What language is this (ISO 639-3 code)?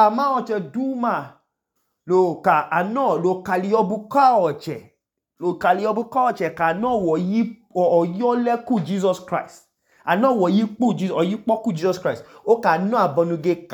idu